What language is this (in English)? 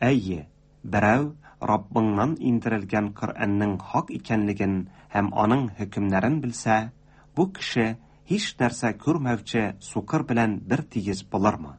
Tatar